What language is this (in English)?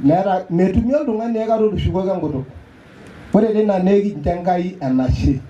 Masai